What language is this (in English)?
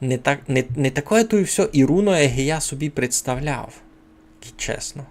Rusyn